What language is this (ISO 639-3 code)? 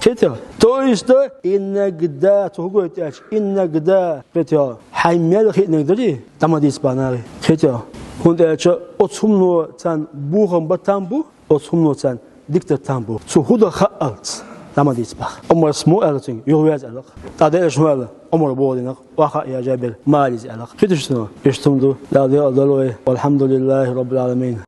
che